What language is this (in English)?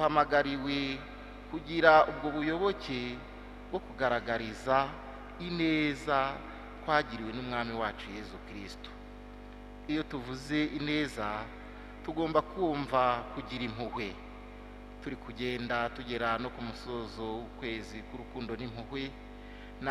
Kinyarwanda